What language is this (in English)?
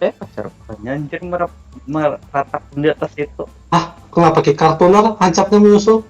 Banjar